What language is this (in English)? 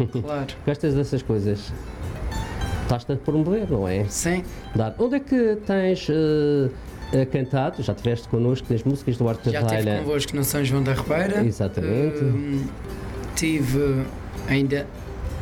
Portuguese